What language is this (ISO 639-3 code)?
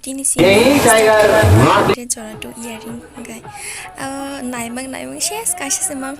trp